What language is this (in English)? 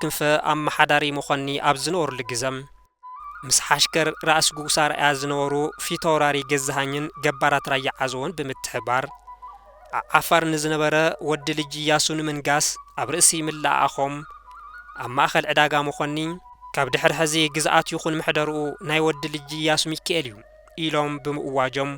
Tigrinya